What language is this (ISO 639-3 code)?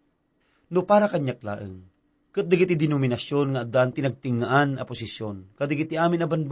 ilo